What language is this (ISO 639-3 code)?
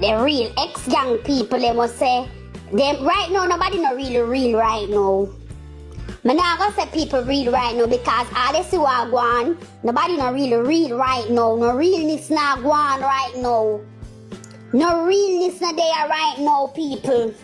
jam